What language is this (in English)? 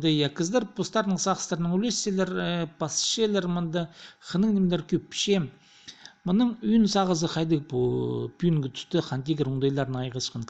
Khakas